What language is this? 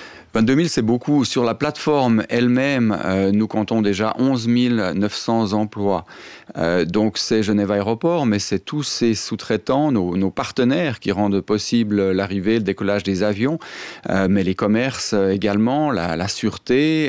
French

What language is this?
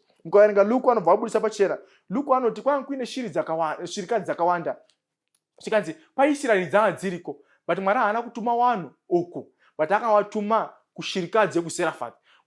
Shona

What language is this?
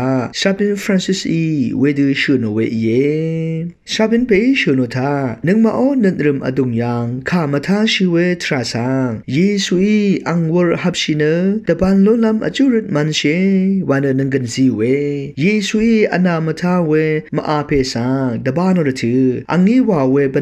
Rawang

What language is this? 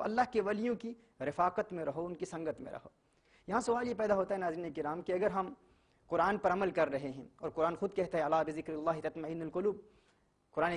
Urdu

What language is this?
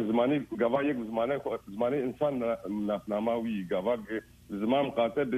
Kurdish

